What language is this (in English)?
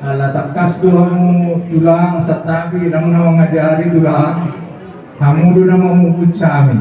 Batak Toba